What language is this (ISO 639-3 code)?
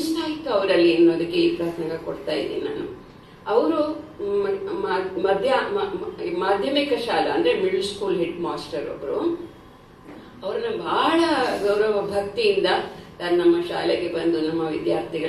kan